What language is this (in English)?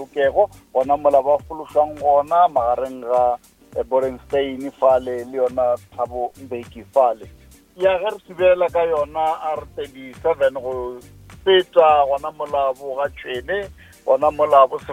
Northern Sotho